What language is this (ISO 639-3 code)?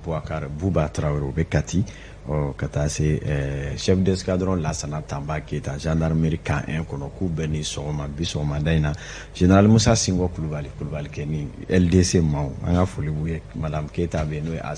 bam